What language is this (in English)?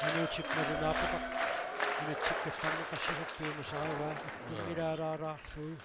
Kalaallisut